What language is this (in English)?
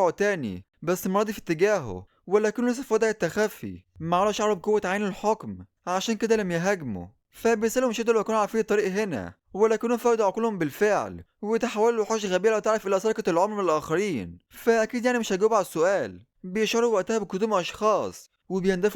Egyptian Arabic